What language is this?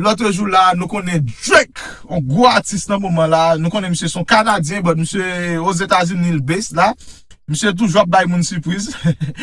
Haitian Creole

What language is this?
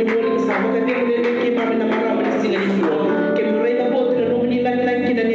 Fijian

